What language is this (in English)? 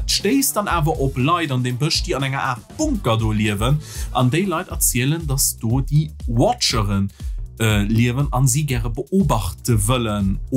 Luxembourgish